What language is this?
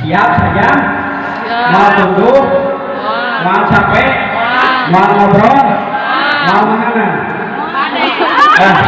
Sundanese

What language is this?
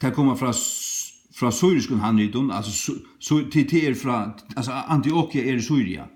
Faroese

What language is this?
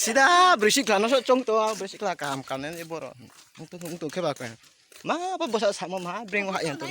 Riang (India)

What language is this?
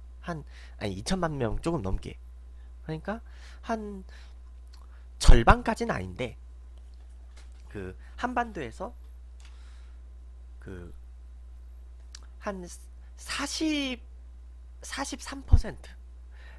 Korean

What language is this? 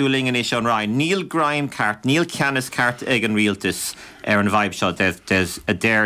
Irish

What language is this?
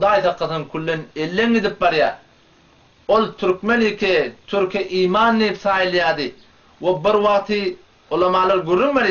Turkmen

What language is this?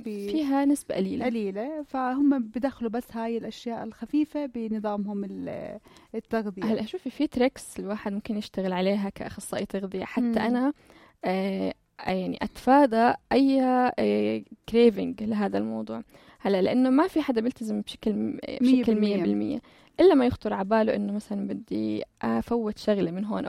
North Levantine Arabic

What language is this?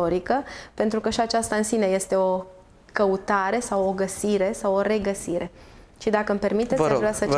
Romanian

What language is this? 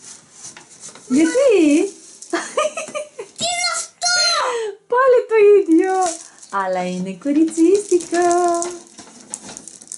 Greek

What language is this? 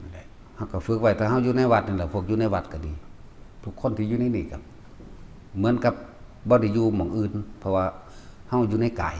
Northeastern Thai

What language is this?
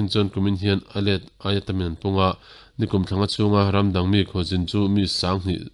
Mizo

